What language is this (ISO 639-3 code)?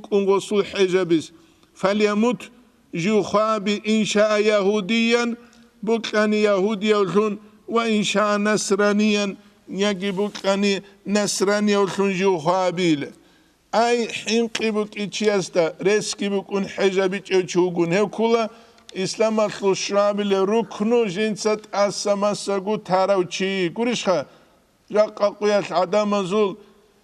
ava